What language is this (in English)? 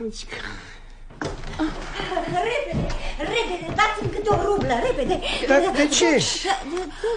Romanian